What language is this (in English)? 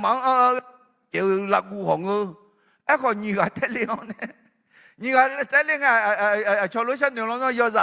Akha